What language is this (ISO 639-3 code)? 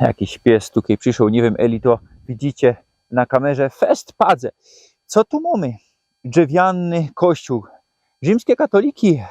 szl